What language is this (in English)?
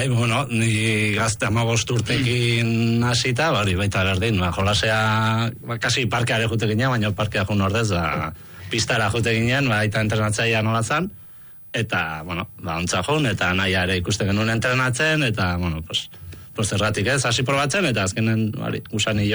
Basque